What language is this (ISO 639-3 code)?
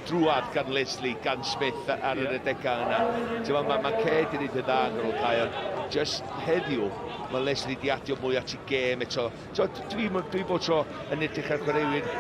cym